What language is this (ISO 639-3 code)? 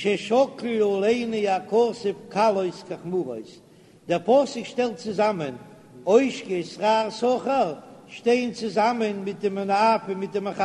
yid